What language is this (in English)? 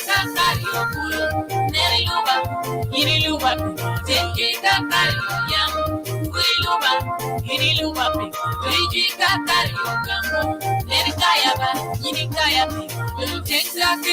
Acoli